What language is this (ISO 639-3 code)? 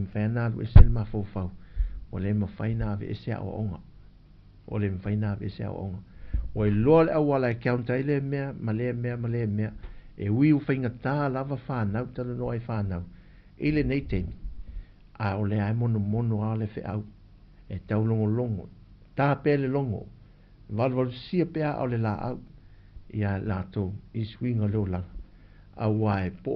smo